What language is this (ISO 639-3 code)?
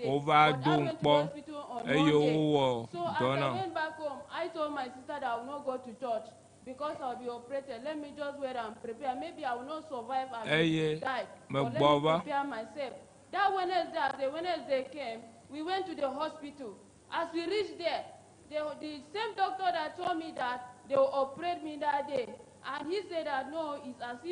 ewe